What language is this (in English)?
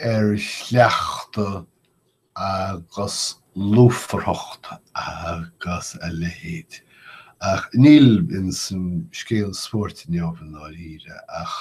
Irish